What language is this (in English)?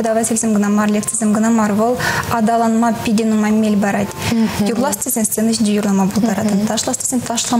Chuvash